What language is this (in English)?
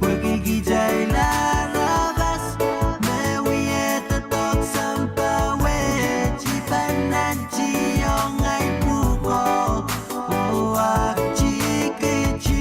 Pohnpeian